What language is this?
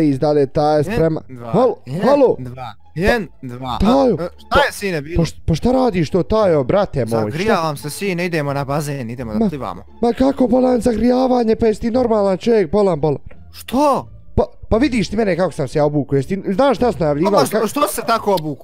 Bosnian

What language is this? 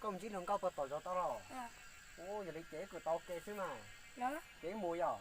Hmong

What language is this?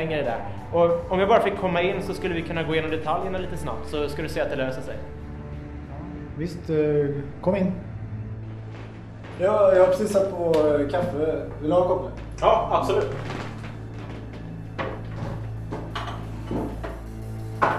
Swedish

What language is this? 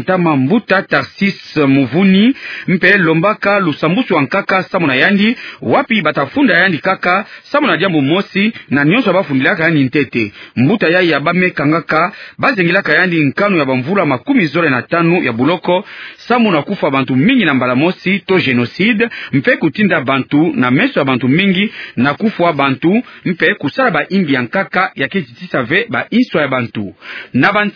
Kituba (Democratic Republic of Congo)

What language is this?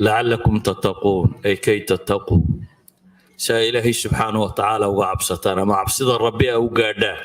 Somali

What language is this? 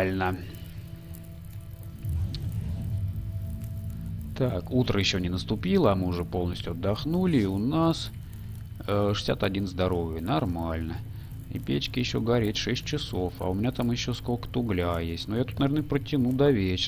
Russian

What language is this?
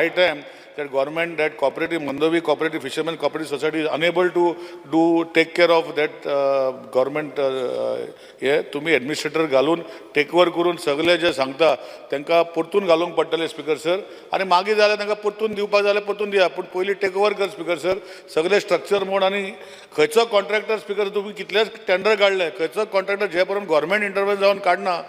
Konkani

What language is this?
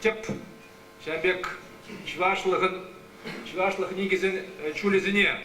Chuvash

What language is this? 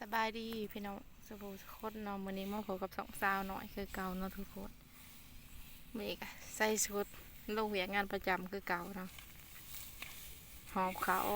Lao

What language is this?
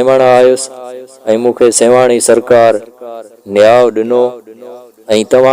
Sindhi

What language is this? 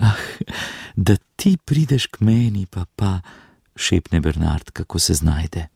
Slovenian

